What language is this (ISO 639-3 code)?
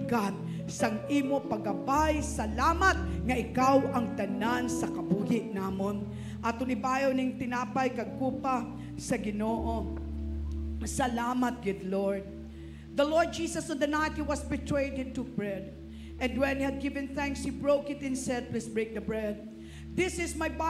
hil